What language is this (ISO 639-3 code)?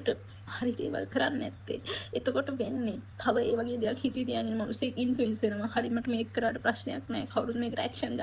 sin